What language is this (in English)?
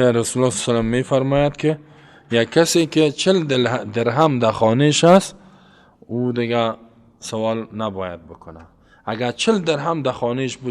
Persian